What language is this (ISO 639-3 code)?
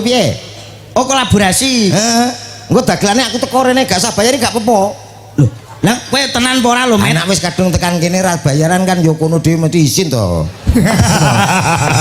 jav